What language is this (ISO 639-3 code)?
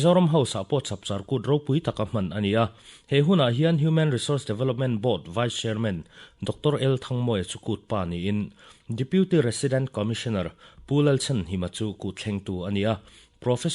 lus